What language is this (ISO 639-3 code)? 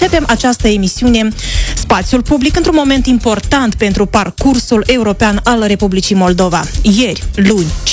ron